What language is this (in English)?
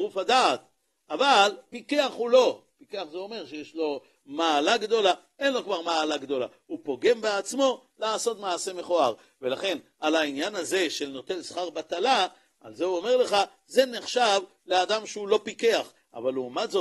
Hebrew